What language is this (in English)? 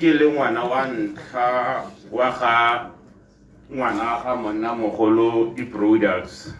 Tswana